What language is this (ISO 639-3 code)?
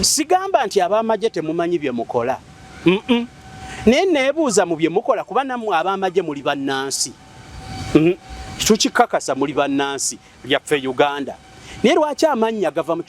lug